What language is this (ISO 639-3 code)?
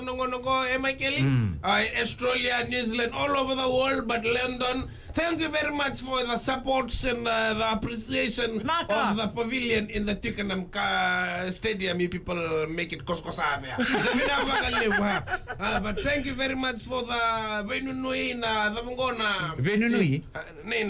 fij